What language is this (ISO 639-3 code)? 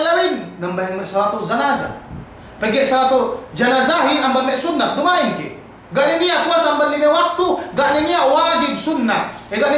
yka